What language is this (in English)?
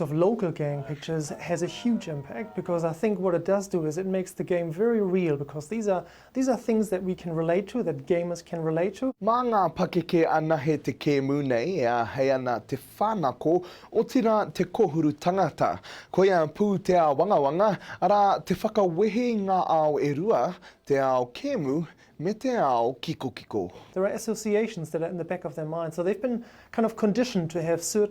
Māori